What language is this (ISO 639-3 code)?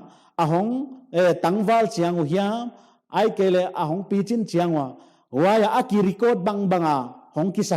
pck